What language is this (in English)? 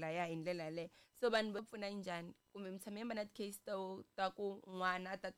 Tsonga